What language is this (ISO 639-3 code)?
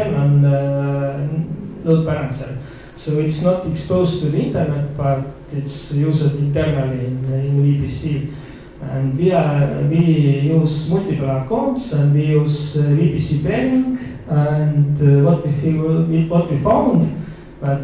eng